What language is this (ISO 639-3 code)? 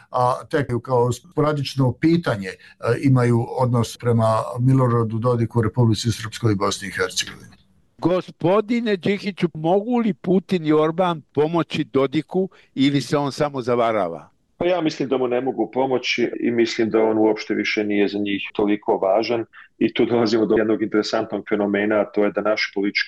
bos